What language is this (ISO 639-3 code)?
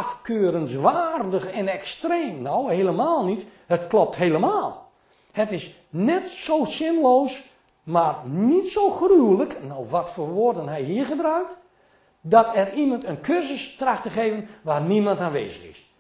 nld